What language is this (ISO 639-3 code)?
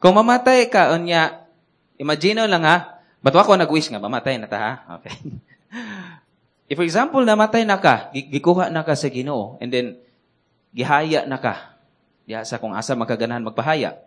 ceb